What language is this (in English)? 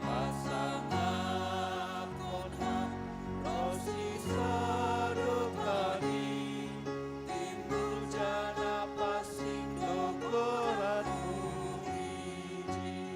Batak Simalungun